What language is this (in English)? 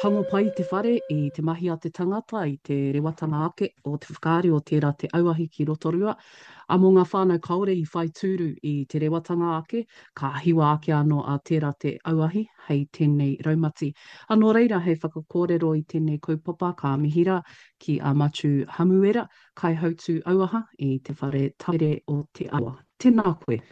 Māori